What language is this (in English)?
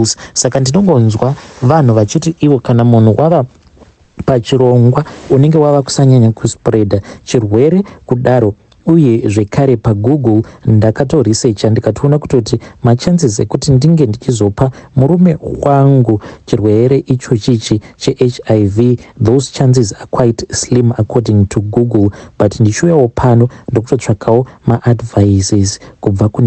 Shona